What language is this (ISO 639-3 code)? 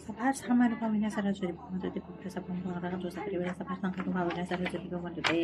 pli